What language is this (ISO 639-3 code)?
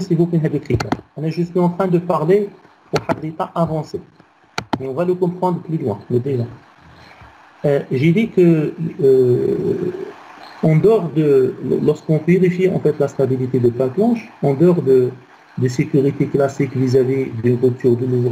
fra